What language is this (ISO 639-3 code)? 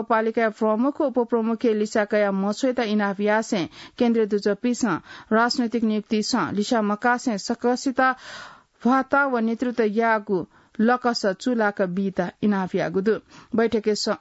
new